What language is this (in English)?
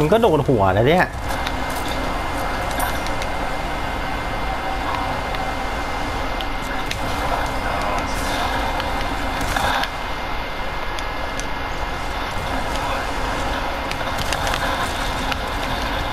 Thai